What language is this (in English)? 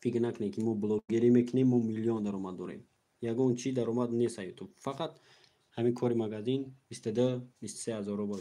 Tajik